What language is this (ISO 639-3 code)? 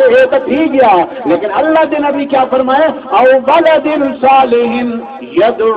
skr